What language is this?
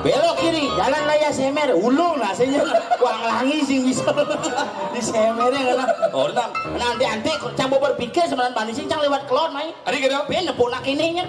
Balinese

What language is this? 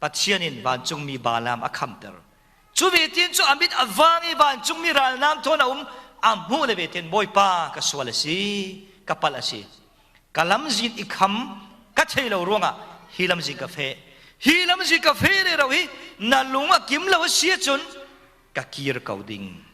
Falam Chin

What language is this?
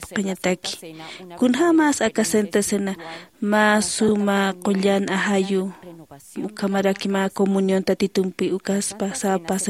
Aymara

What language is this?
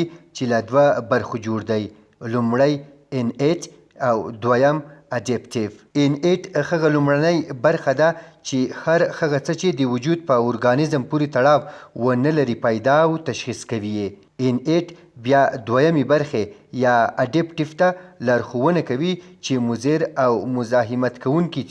Pashto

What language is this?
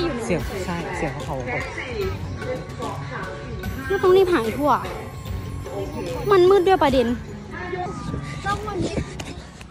Thai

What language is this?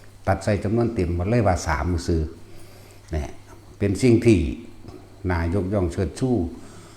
Lao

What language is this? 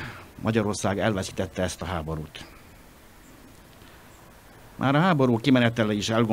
Hungarian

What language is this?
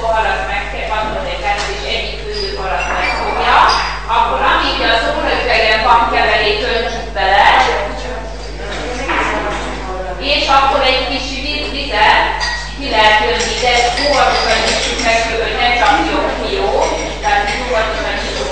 Hungarian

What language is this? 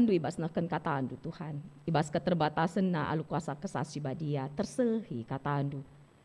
Batak Karo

